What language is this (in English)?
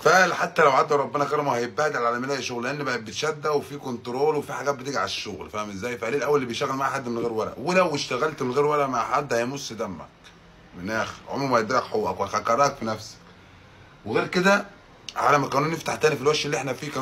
Egyptian Arabic